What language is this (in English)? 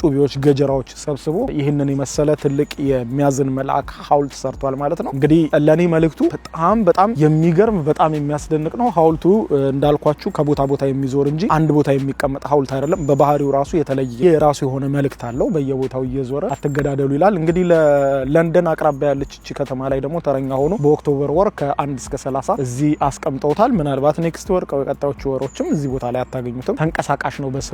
Amharic